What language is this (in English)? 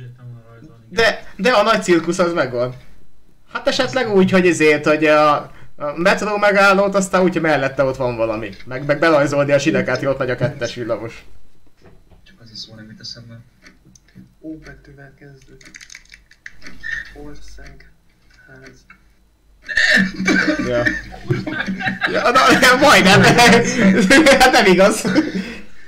Hungarian